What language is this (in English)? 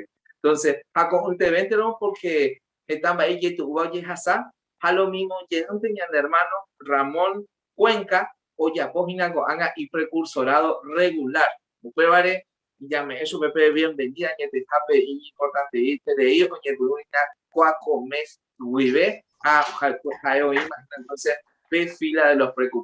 Guarani